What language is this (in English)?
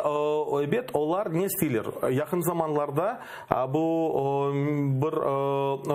Crimean Tatar